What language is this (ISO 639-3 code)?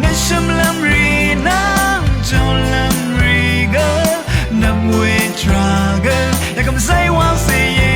raw